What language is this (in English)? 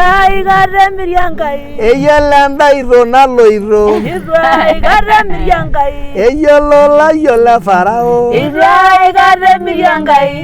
Masai